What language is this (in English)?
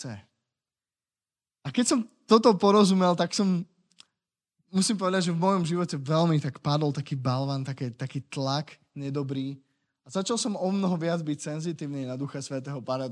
Slovak